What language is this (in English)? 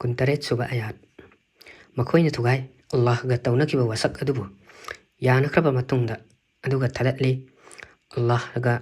Manipuri